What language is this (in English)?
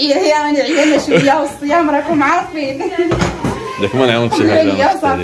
Moroccan Arabic